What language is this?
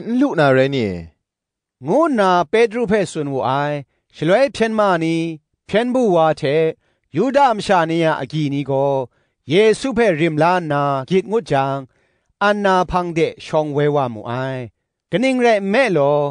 Kachin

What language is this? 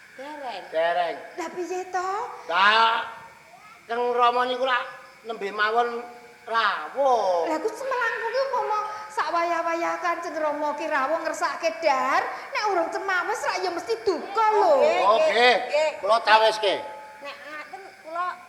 Javanese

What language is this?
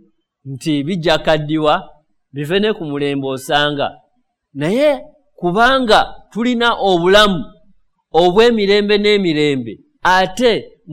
Ganda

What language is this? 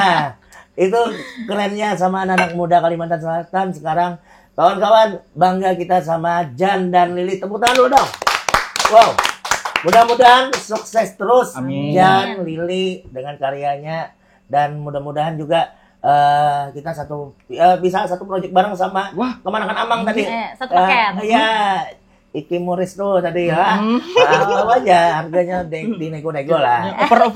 Banjar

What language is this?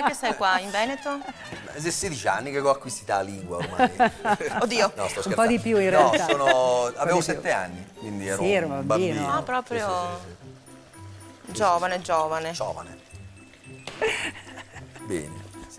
Italian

